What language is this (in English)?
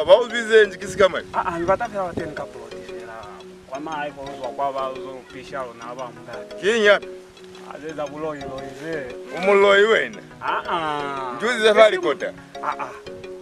Lozi